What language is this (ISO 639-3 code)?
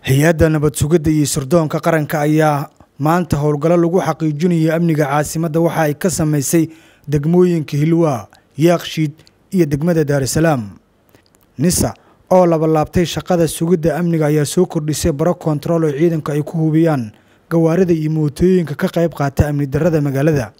som